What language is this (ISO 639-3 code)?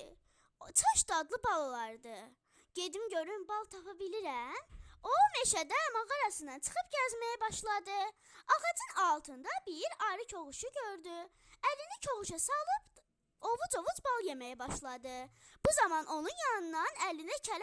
aze